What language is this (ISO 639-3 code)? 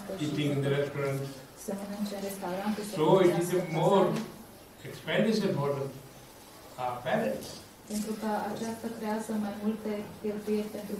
ron